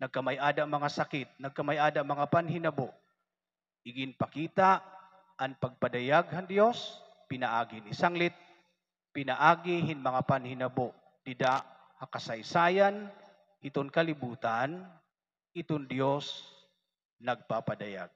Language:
Waray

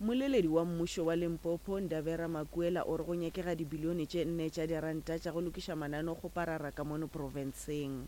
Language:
Northern Sotho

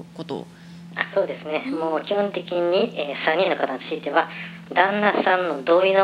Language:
Japanese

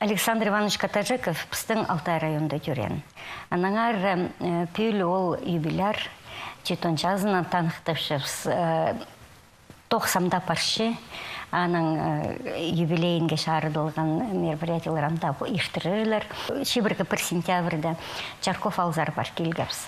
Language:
Khakas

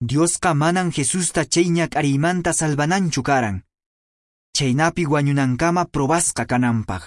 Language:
Quechua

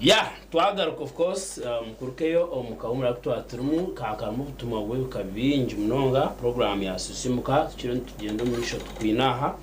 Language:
Nyankole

